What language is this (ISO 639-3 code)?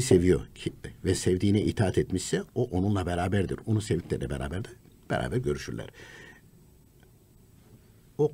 tur